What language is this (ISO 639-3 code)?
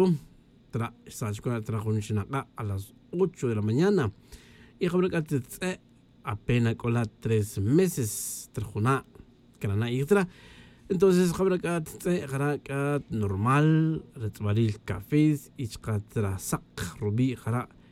tzj